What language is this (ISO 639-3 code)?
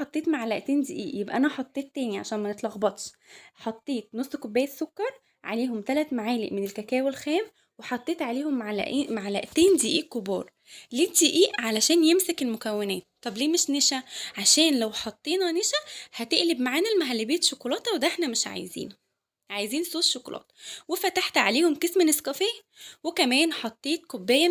arz